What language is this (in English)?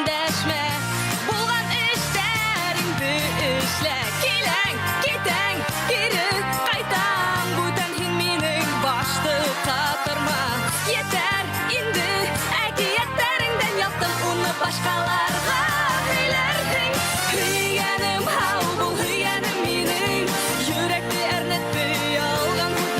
Bashkir